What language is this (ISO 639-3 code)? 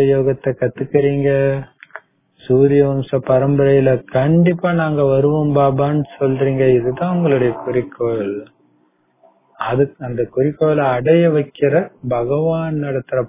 tam